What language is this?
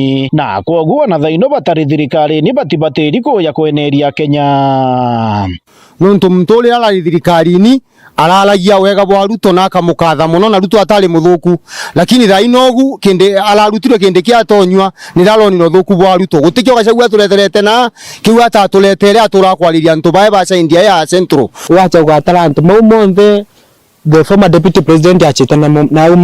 Meru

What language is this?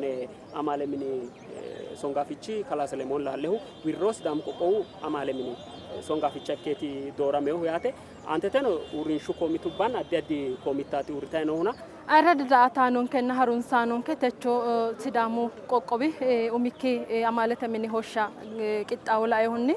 Sidamo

